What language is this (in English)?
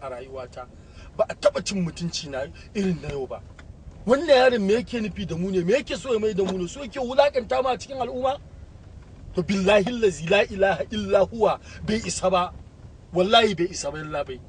Hausa